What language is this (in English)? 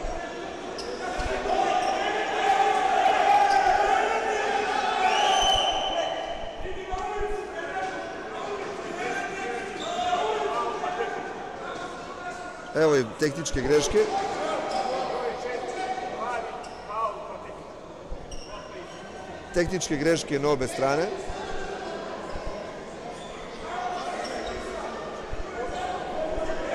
Serbian